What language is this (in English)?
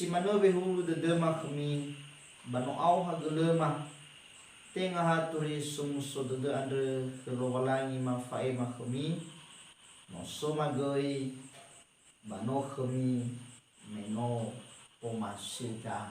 Nias